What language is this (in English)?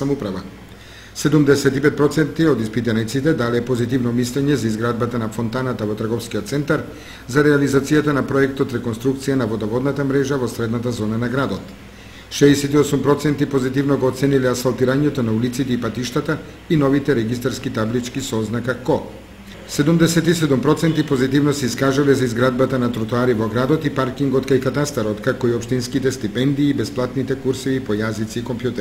Macedonian